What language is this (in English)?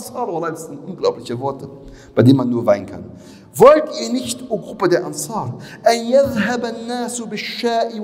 German